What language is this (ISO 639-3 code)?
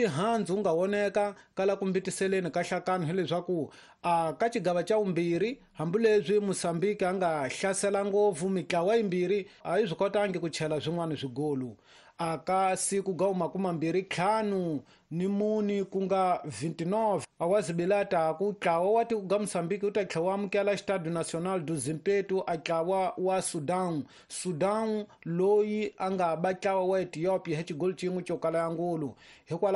tso